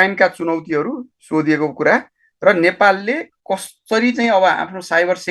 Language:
Nepali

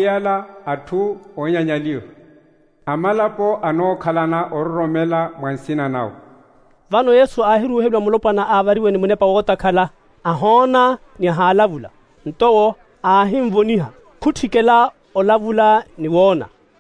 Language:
Makhuwa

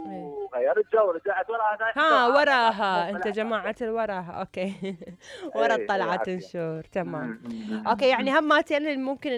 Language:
Mesopotamian Arabic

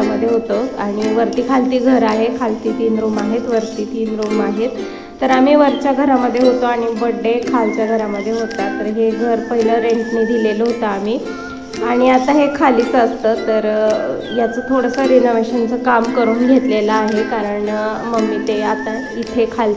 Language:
Marathi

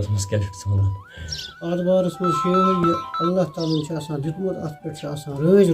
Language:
Kashmiri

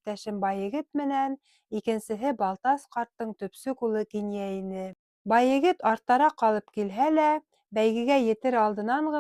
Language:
Bashkir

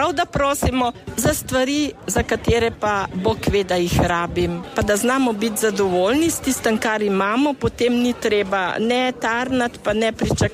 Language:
Slovenian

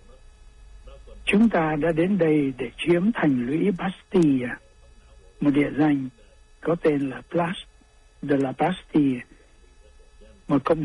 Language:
Vietnamese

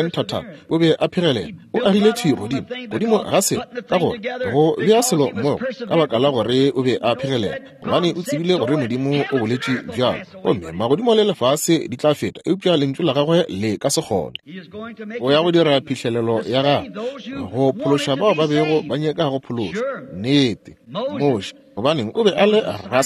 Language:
Northern Sotho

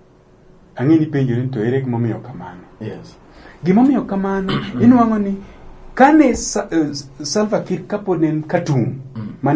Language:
Luo (Kenya and Tanzania)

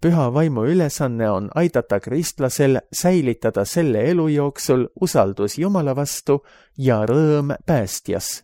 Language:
Estonian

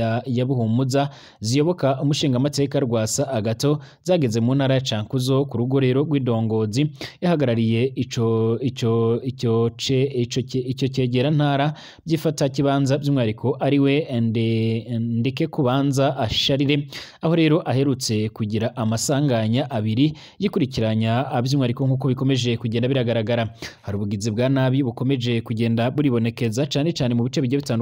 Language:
Rundi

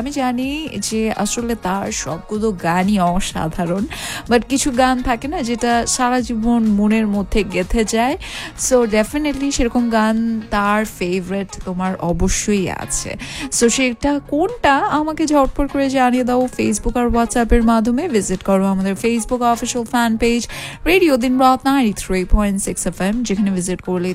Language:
Bangla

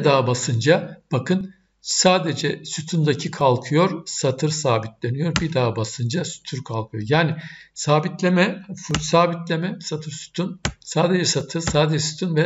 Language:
Turkish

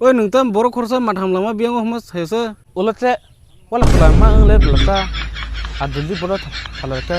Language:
Kok Borok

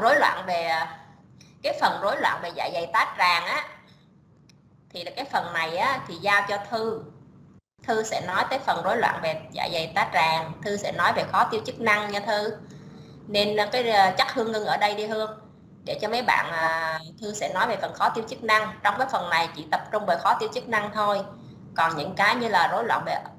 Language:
Vietnamese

